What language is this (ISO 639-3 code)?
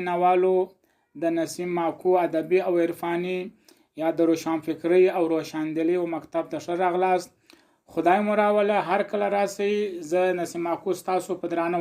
pus